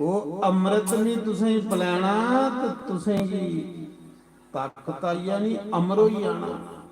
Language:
Dogri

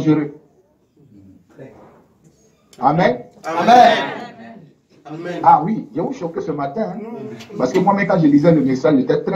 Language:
French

